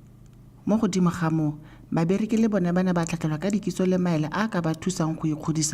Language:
Tswana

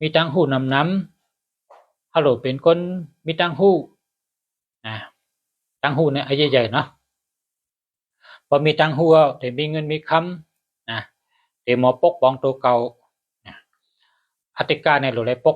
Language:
Shan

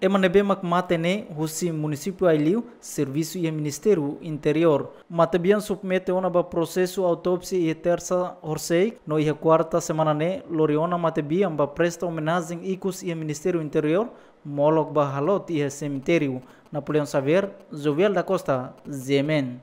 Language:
Tetum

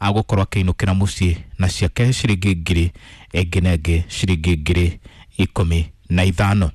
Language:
Kikuyu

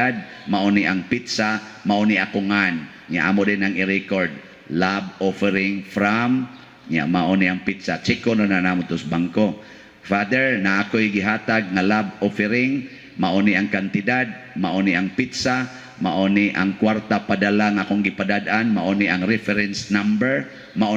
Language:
Cebuano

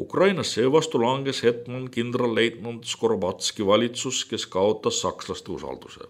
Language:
Estonian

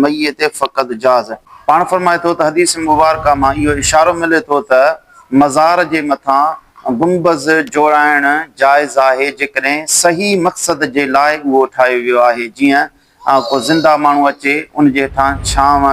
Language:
Sindhi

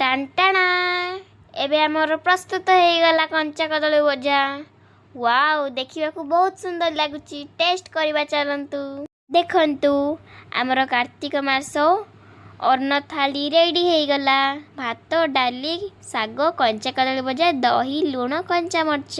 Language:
Odia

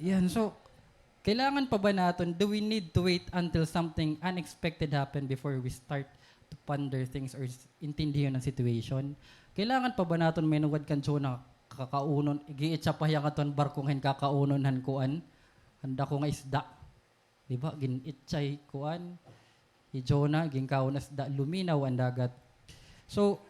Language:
Waray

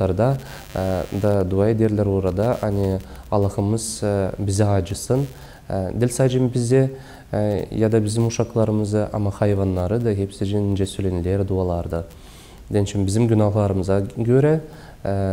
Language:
Gagauz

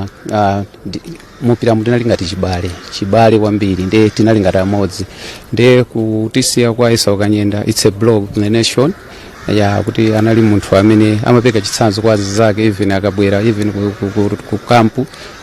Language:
Nyanja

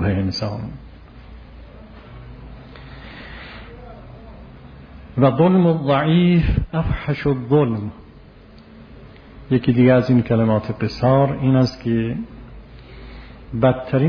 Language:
Persian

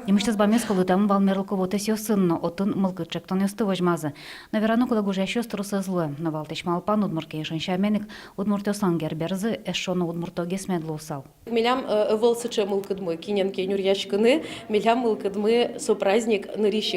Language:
Udmurt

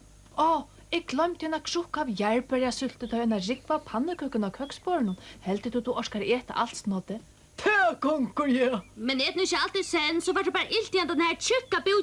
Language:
Faroese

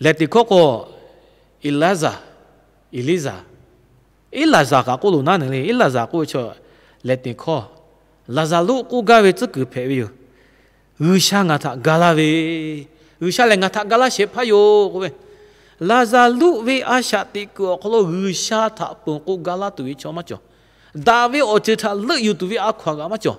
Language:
Lahu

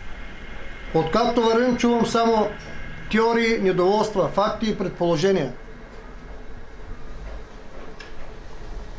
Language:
Bulgarian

